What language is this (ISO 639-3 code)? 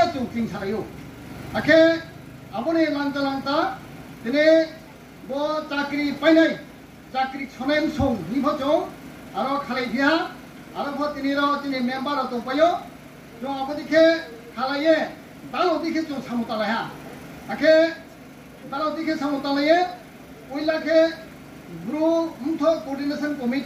ria